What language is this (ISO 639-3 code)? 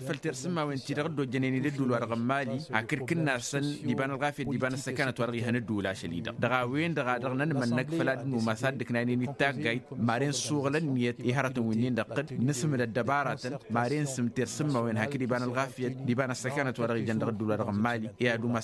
taq